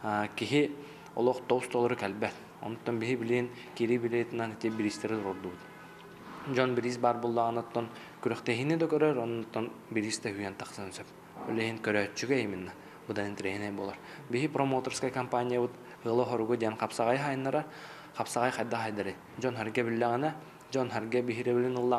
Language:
Yakut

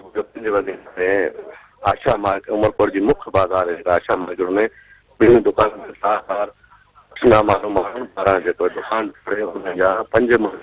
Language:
Sindhi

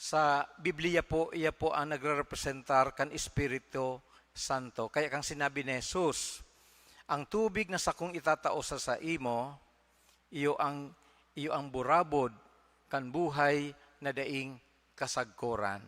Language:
Bikol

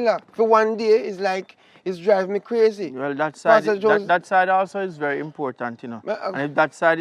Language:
Jamaican Creole English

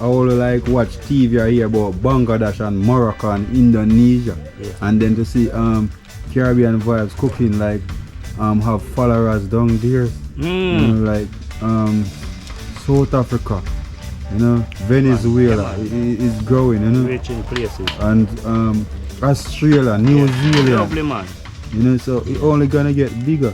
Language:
Jamaican Creole English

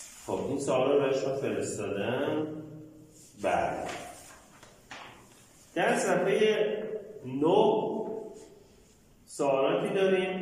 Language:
Persian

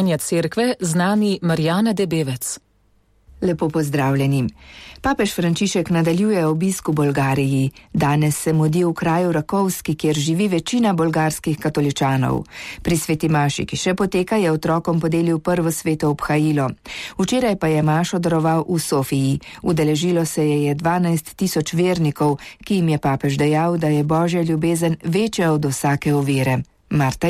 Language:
Slovenian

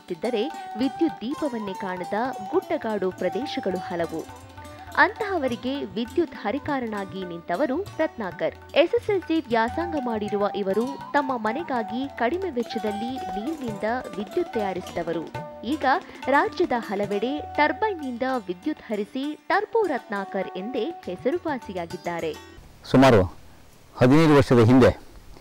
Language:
Kannada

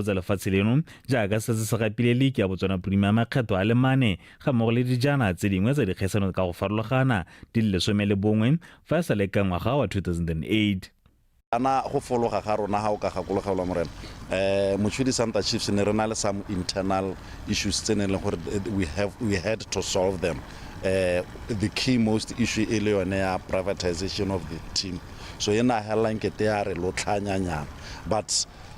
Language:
Tswana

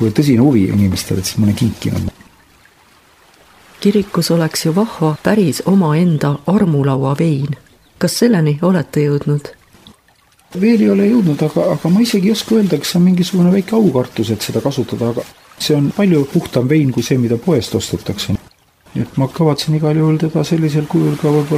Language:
Estonian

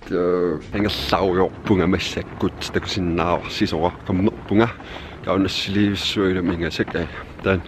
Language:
Kalaallisut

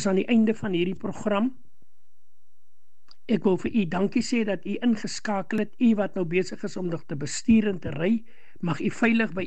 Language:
Afrikaans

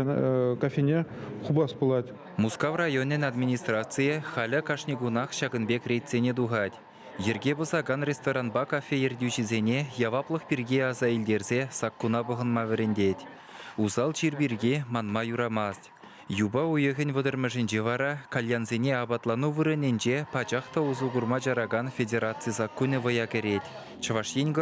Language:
Chuvash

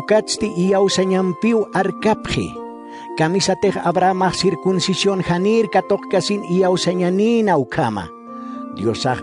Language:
Aymara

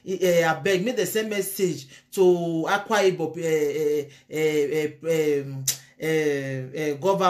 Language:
Nigerian Pidgin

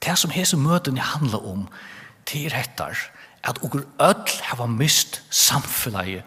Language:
Faroese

